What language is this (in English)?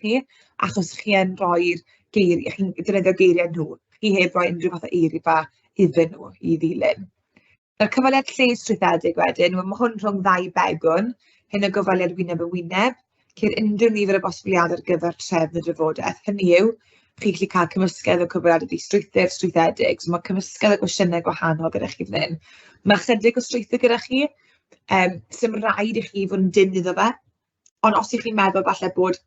Welsh